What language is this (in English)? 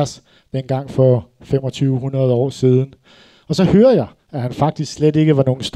Danish